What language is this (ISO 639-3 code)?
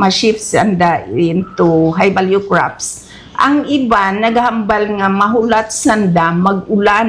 hil